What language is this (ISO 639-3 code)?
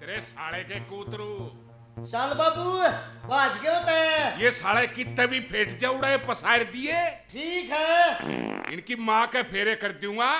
bgc